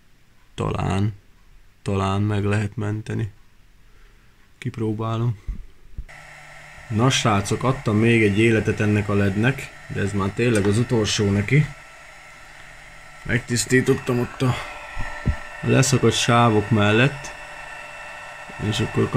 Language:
Hungarian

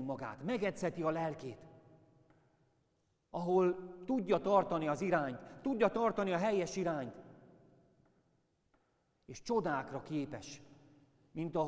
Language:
Hungarian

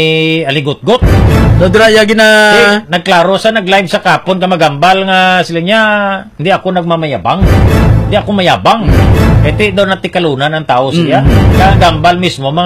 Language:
Hiligaynon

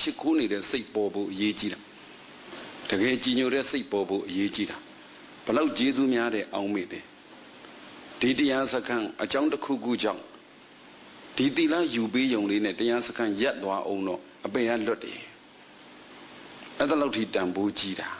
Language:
Burmese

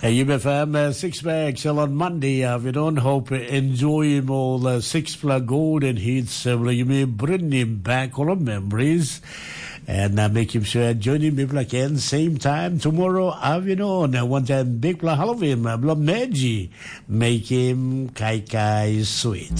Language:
Tok Pisin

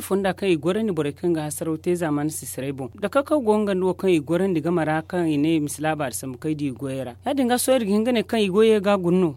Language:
Zarma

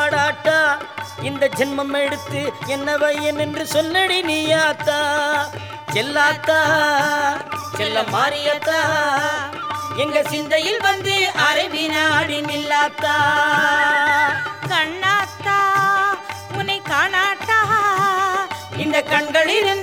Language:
Tamil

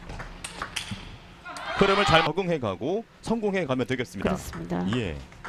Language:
Korean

